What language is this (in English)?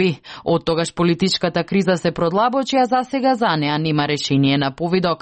Macedonian